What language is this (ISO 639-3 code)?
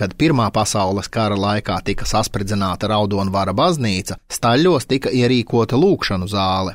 lav